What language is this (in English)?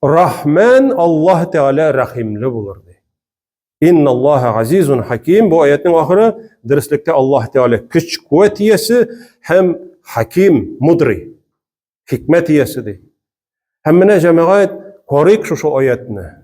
Tatar